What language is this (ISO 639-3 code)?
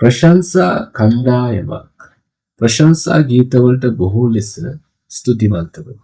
sin